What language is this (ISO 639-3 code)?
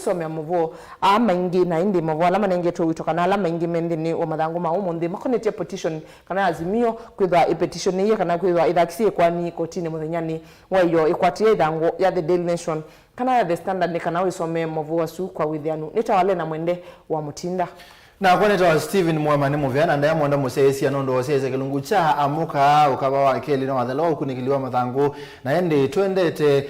kam